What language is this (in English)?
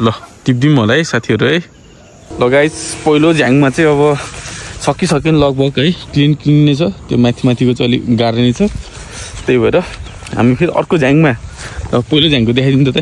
Nepali